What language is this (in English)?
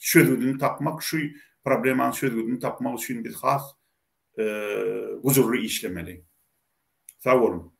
Turkmen